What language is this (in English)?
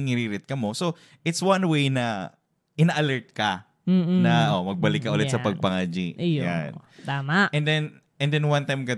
Bikol